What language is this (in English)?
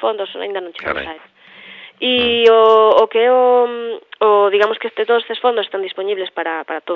Galician